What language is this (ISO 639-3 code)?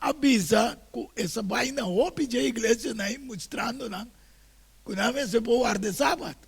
pap